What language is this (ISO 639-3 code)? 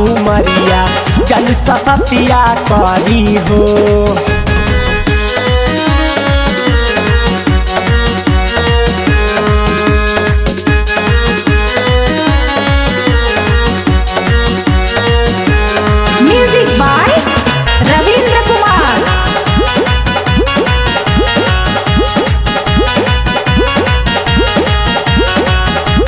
bho